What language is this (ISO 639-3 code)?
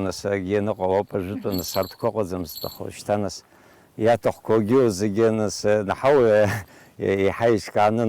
abk